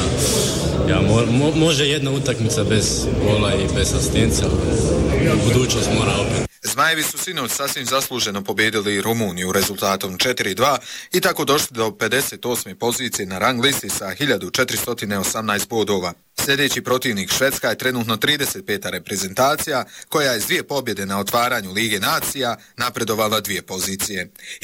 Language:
Bosnian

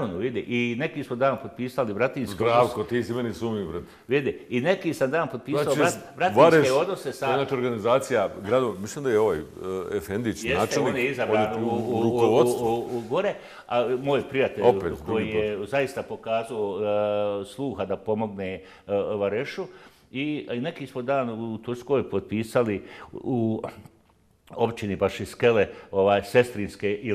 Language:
Bosnian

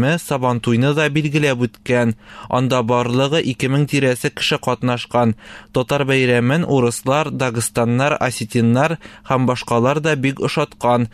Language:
Tatar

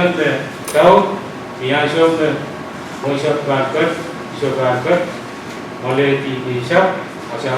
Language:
Pohnpeian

